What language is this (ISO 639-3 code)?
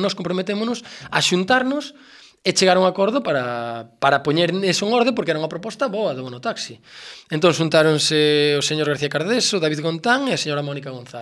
glg